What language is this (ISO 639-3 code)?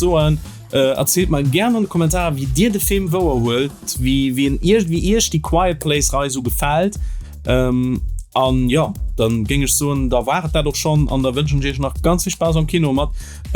ltz